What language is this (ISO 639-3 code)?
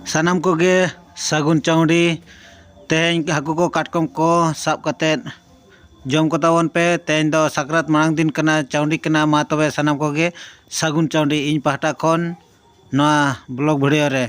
sat